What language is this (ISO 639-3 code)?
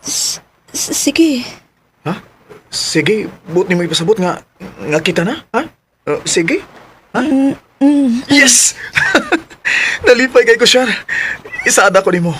ceb